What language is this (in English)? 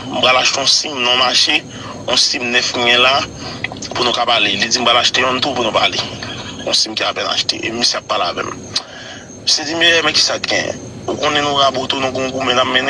Haitian Creole